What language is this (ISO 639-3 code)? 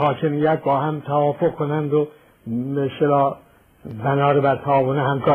fas